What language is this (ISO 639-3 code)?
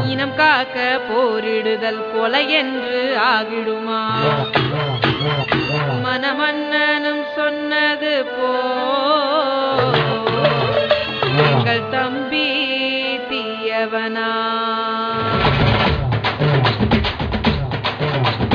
tam